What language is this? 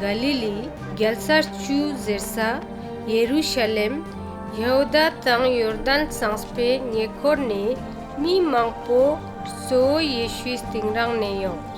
Ladakhi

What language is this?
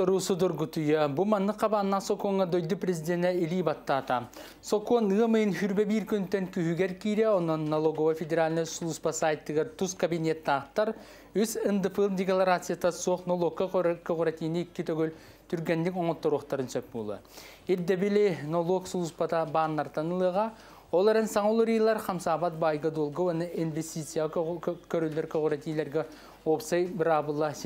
Yakut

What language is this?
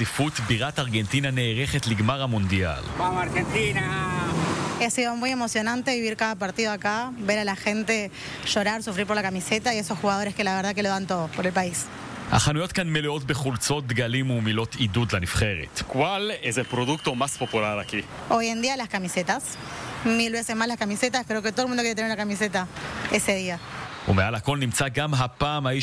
Hebrew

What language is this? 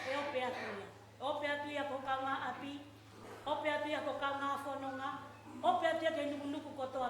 Tongan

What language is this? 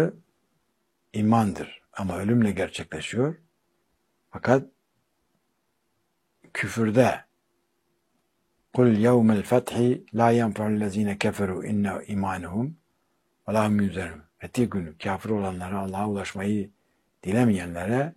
Turkish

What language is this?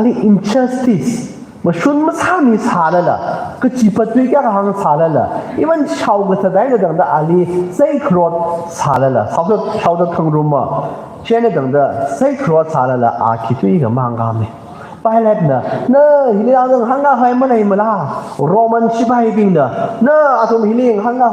Tangkhul Naga (India)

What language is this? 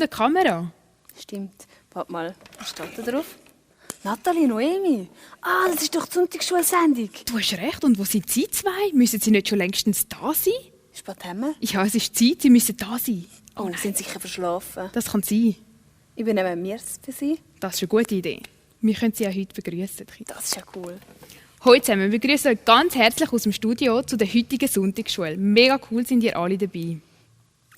Swiss German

